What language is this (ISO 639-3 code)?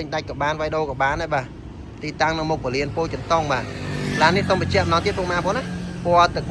khm